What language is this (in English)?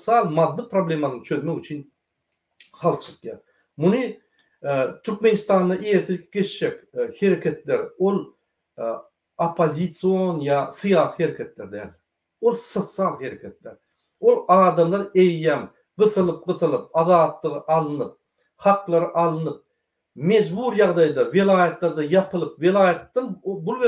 Turkmen